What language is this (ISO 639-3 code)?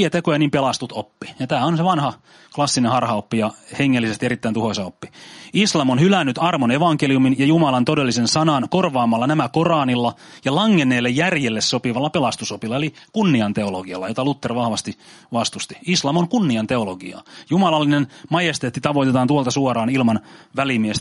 fin